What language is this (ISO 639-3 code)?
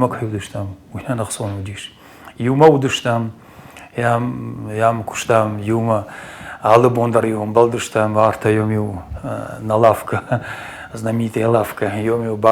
oss